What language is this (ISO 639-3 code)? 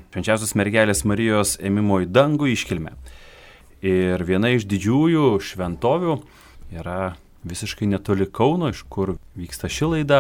lit